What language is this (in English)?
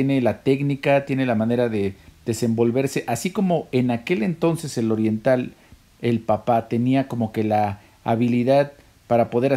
Spanish